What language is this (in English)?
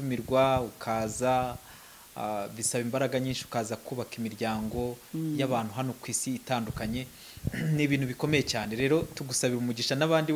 Kinyarwanda